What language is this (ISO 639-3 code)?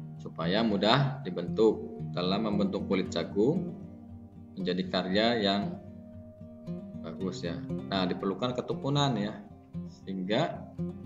ind